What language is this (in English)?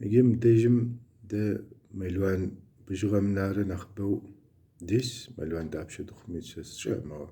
Kabardian